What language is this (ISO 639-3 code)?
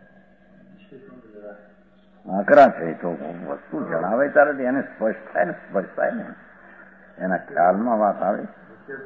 guj